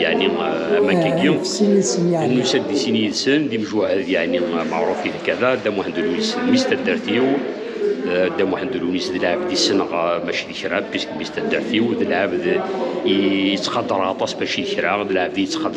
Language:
Kabyle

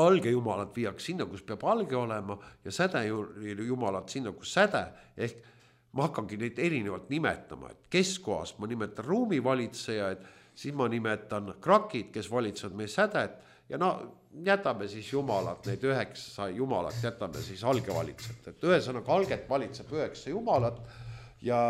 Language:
Estonian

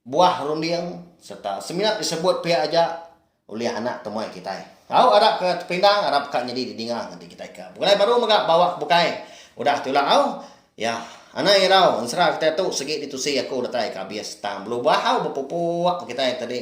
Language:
Iban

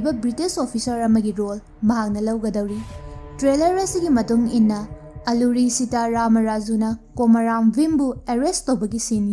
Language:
Manipuri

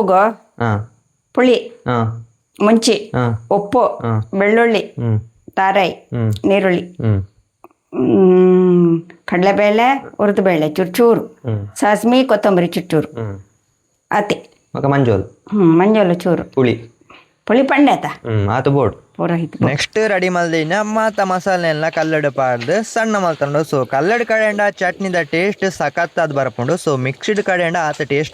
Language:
Tulu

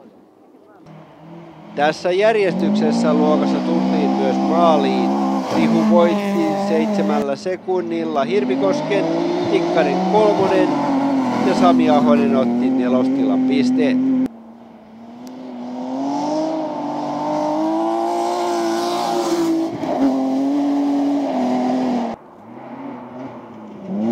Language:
Finnish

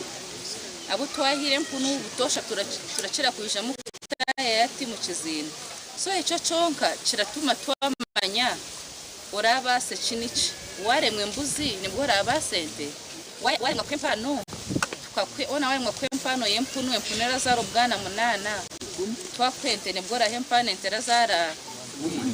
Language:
Nyankole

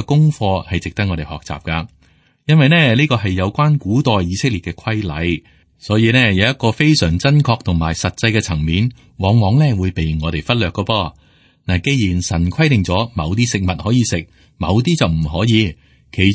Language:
Cantonese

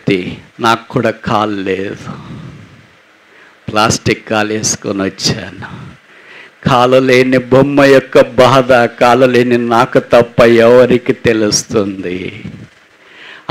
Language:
Telugu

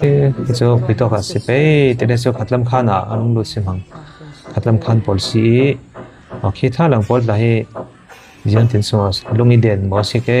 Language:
Falam Chin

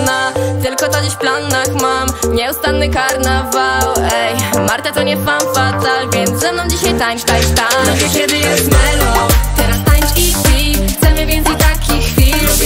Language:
Polish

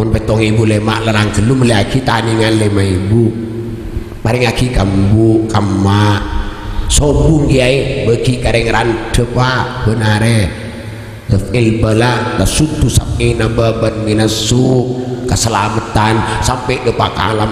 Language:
Madurese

